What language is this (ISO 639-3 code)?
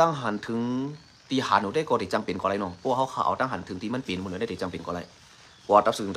shn